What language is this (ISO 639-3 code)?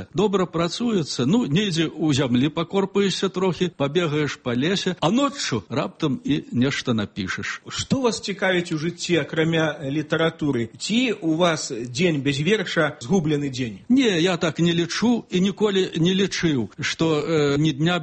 bel